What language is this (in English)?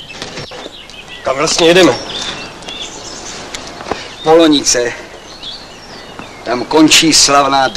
Czech